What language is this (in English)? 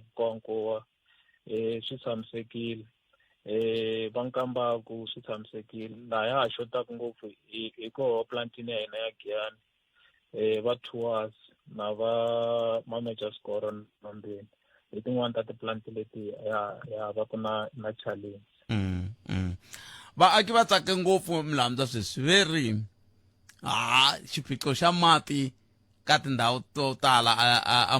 Tsonga